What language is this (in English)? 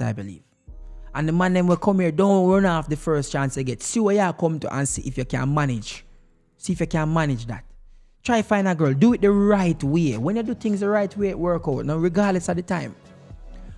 Jamaican Creole English